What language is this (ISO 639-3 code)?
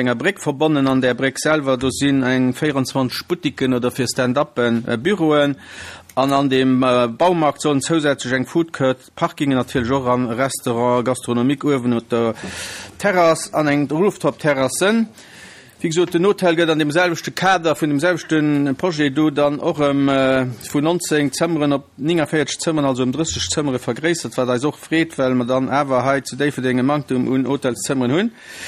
ltz